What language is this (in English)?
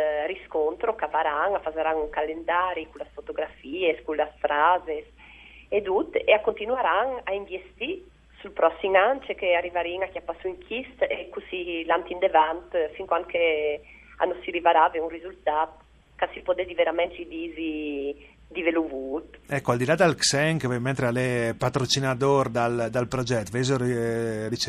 Friulian